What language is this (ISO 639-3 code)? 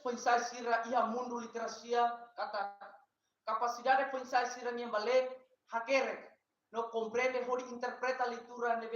tet